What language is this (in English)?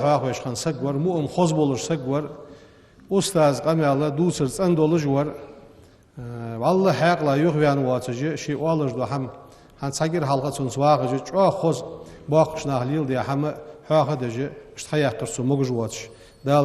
Ingush